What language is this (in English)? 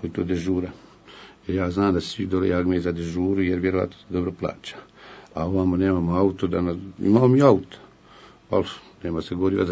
Bosnian